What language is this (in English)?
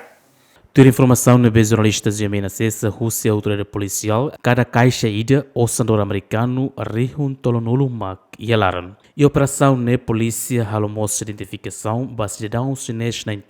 Tetum